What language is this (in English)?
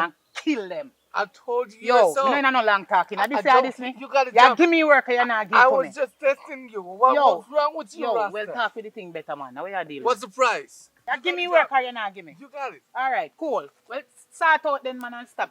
Jamaican Creole English